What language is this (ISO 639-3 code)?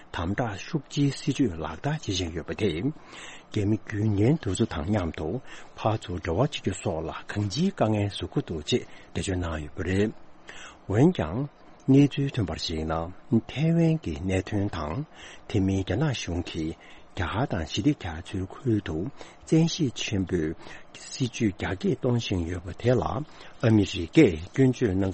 bod